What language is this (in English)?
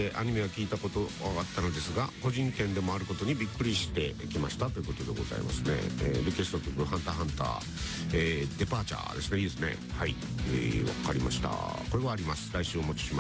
Japanese